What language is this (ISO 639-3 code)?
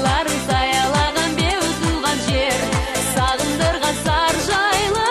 kaz